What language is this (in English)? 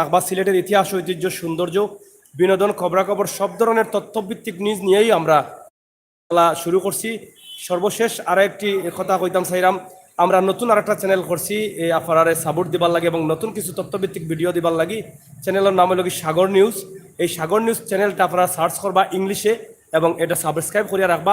Sylheti